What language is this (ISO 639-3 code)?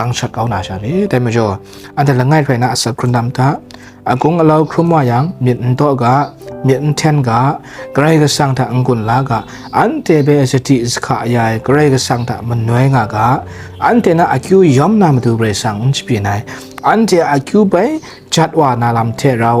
kac